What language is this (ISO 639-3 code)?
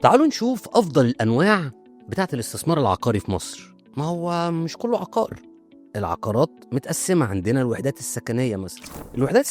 arz